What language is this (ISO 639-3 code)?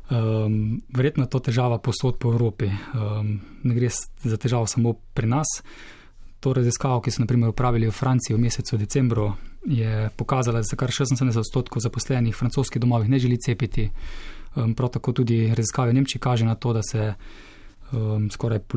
slv